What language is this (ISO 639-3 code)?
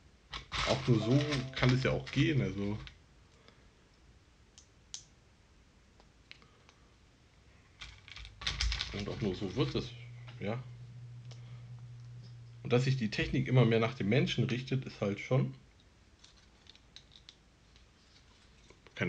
deu